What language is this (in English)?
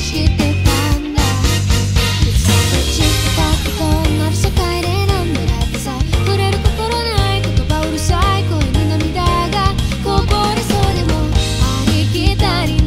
Japanese